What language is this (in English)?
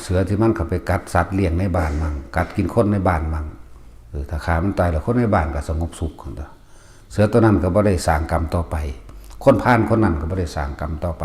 Northeastern Thai